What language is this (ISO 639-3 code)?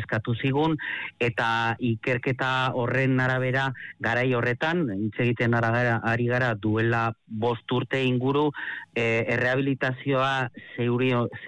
eus